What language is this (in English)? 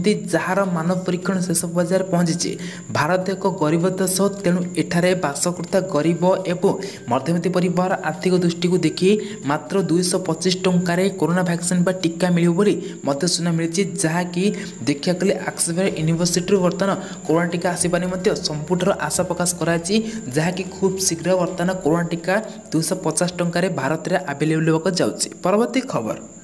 Odia